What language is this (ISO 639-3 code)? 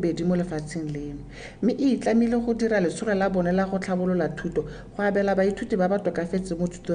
tsn